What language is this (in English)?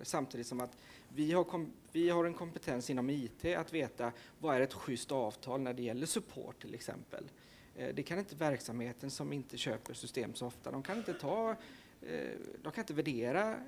Swedish